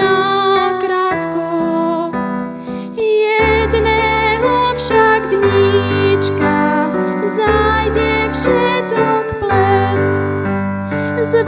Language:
Slovak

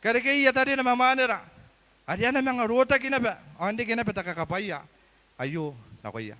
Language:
Gilbertese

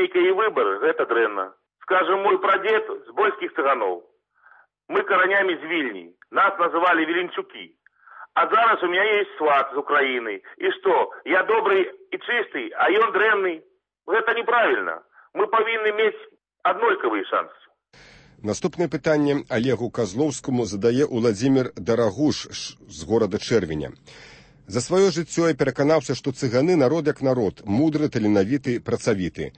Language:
Belarusian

